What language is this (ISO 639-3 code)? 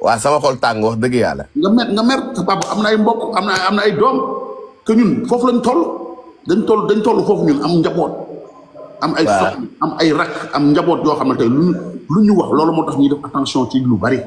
wol